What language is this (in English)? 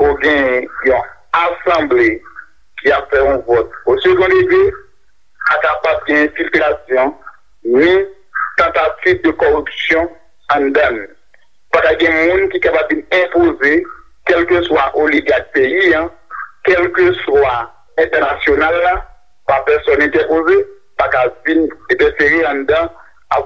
Haitian Creole